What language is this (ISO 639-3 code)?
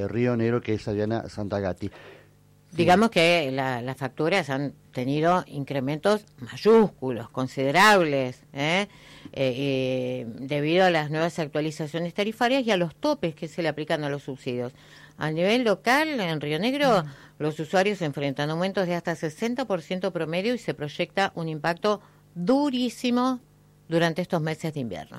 spa